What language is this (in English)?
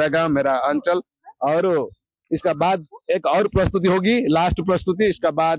Hindi